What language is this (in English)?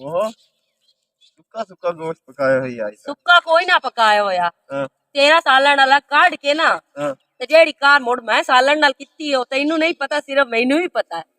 Western Panjabi